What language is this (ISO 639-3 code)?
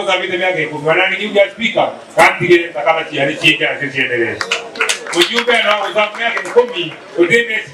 mer